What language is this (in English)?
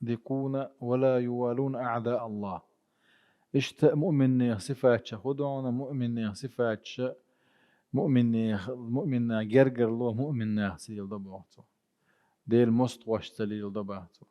Chechen